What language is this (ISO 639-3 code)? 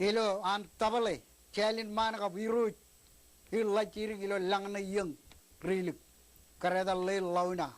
mah